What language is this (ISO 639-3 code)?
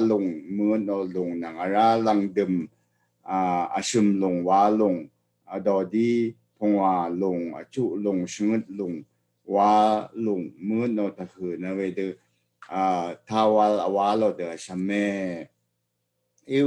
raw